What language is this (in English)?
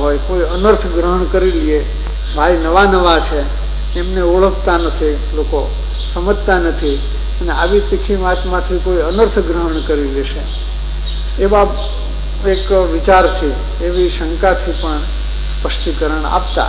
Gujarati